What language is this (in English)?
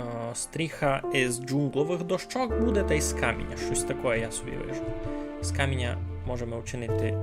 Rusyn